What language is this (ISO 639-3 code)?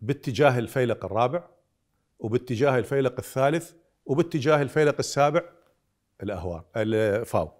acm